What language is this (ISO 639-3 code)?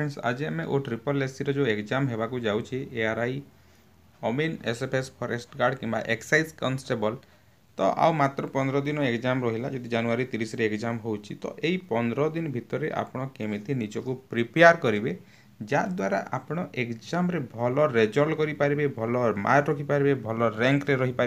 ori